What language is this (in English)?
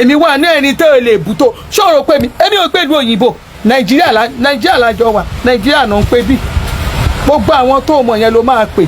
Yoruba